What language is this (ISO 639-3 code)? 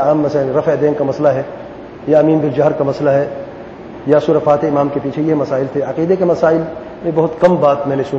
urd